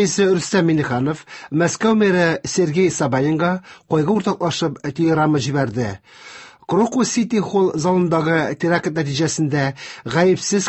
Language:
Tatar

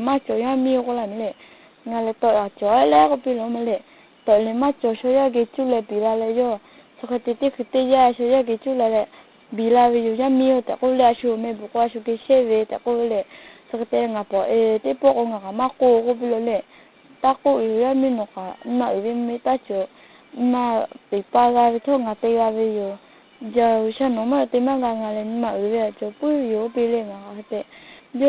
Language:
Lahu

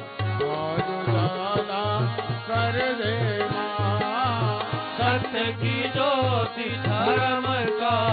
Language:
Hindi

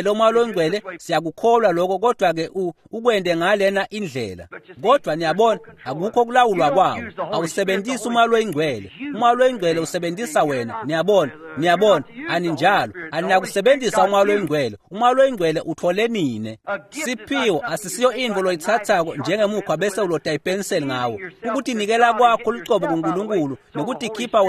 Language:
Swati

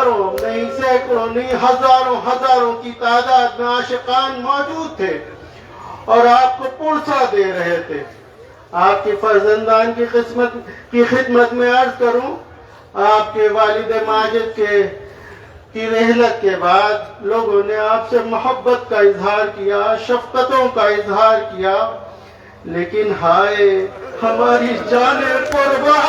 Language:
Kashmiri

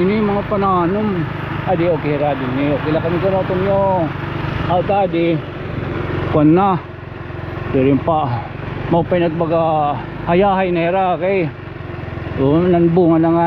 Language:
Waray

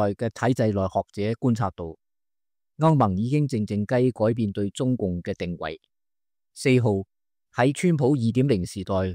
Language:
Cantonese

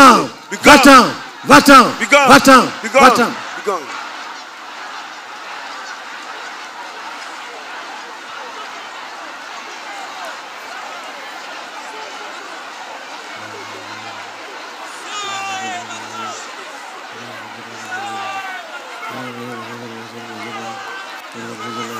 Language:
French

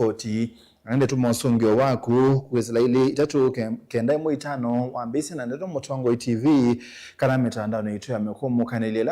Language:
Kamba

